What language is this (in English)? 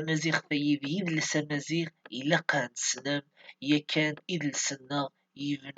Kabyle